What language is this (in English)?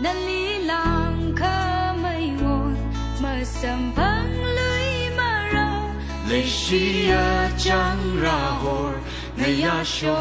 Tangkhul Naga (India)